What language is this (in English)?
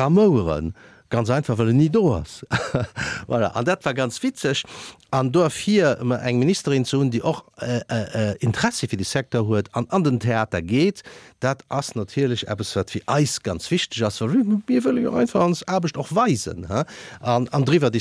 Luxembourgish